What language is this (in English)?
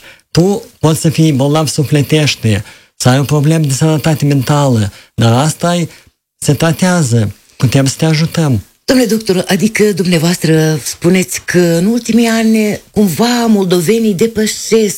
Romanian